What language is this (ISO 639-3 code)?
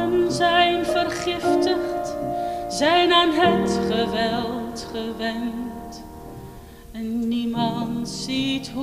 nld